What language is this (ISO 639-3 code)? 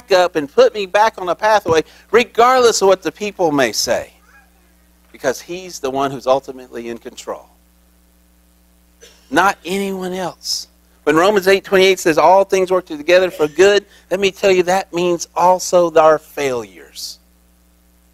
eng